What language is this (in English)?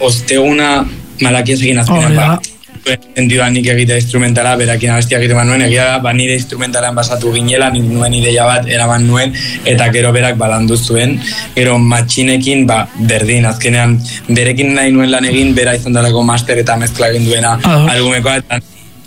Basque